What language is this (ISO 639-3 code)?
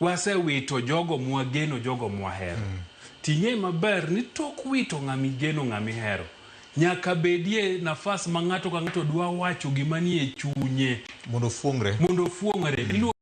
luo